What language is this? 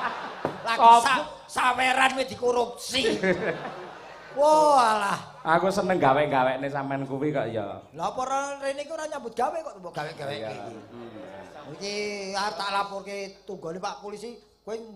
Javanese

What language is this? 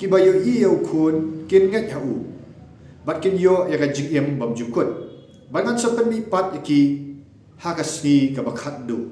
Khasi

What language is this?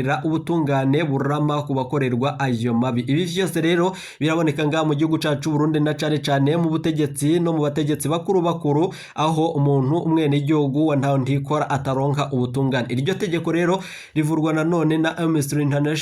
Rundi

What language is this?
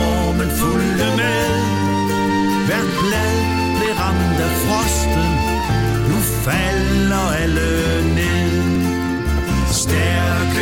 Danish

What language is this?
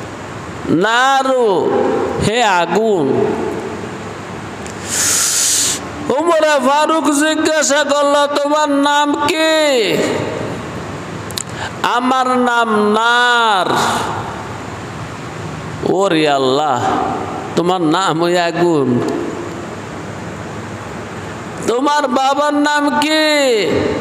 Bangla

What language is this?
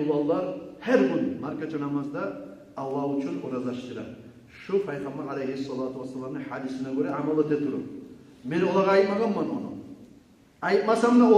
Kumyk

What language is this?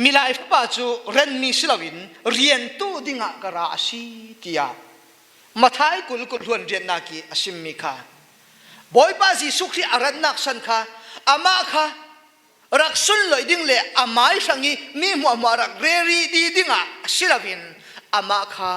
Falam Chin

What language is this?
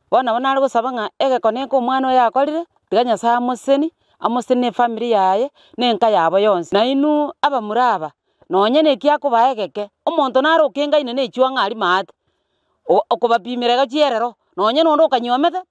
Gusii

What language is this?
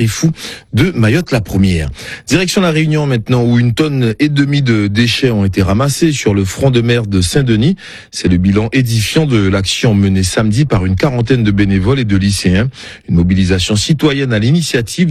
French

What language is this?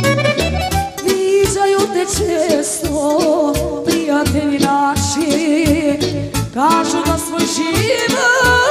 Croatian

